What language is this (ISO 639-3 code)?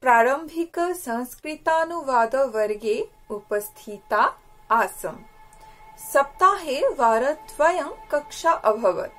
san